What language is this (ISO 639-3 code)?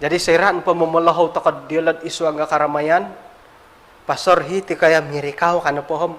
dtp